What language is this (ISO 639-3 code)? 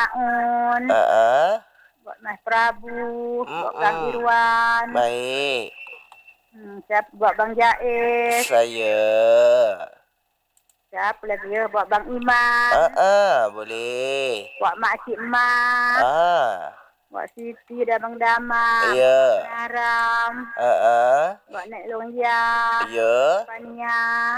msa